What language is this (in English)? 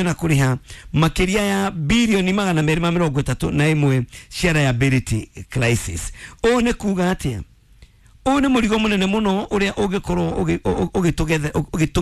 Kikuyu